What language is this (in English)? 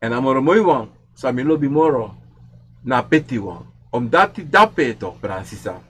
Sranan Tongo